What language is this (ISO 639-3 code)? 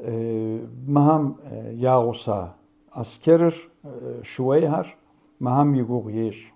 kbd